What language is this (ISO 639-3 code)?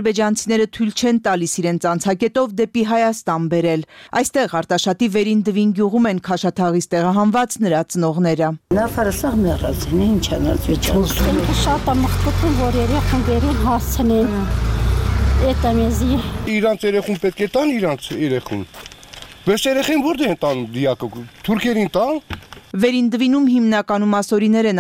hye